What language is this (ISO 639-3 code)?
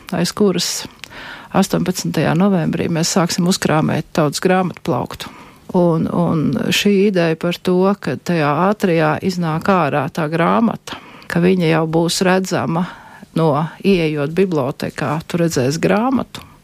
lav